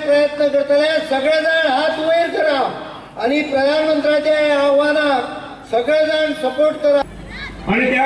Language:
Konkani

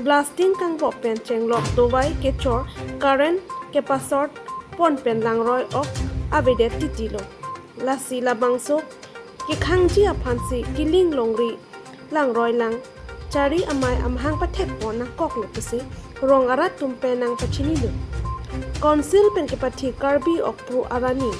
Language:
Karbi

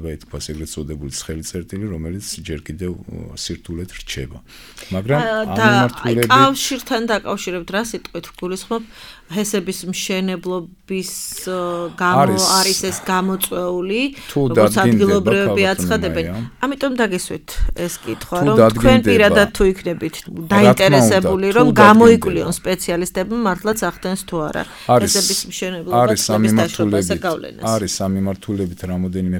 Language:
Georgian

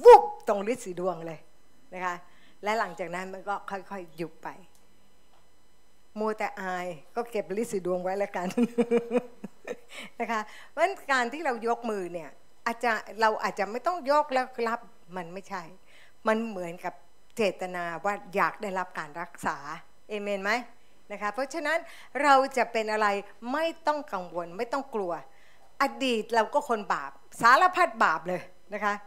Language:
Thai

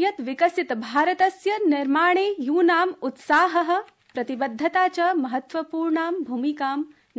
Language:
Sanskrit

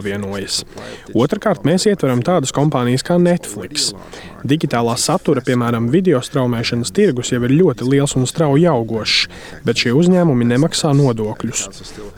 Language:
Latvian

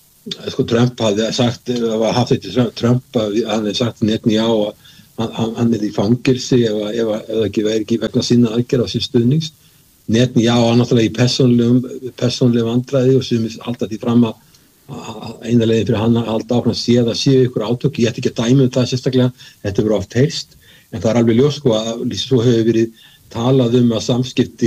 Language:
Icelandic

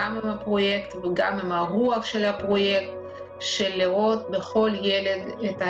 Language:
Hebrew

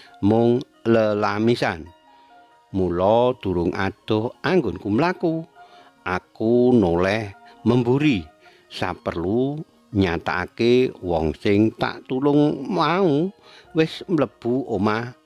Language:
Javanese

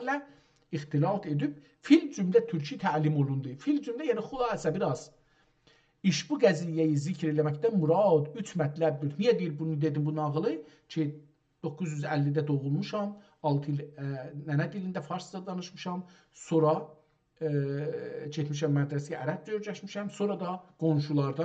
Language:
South Azerbaijani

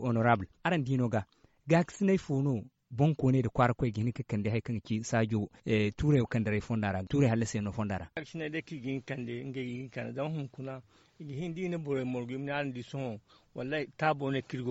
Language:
Zarma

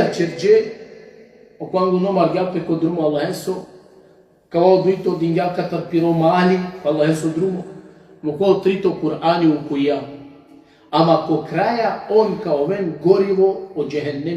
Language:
Balkan Romani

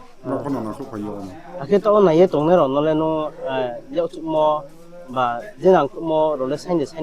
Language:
Riang (India)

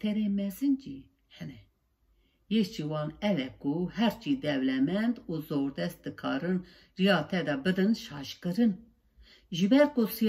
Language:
Kurdish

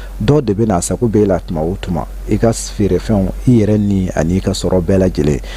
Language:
Bambara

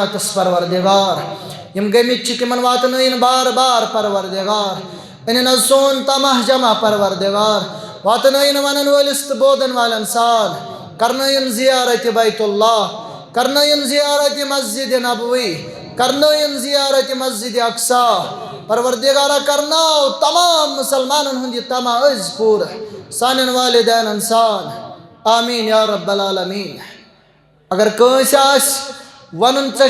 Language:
Kashmiri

